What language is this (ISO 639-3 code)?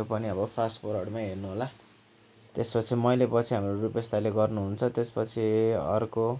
nep